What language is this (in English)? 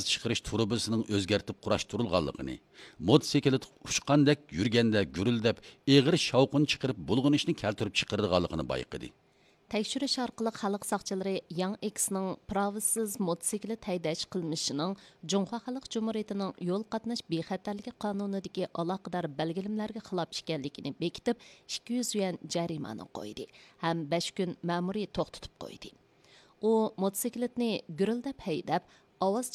Uyghur